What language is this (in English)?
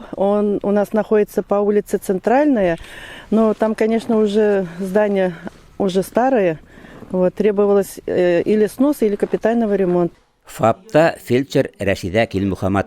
Bashkir